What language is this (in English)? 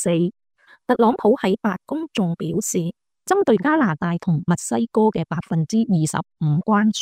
Cantonese